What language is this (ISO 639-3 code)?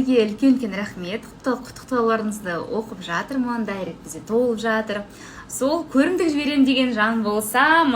kaz